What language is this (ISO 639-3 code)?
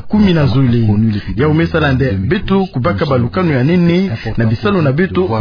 ktu